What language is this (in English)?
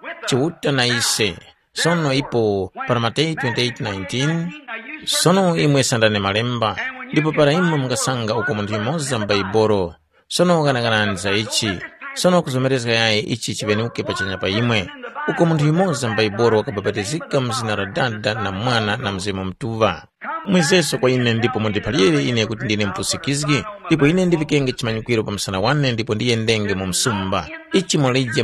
Tumbuka